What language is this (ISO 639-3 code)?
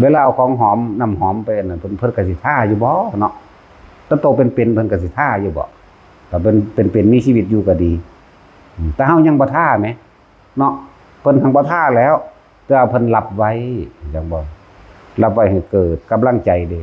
tts